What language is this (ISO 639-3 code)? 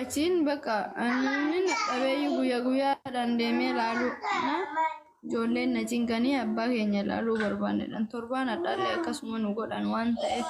orm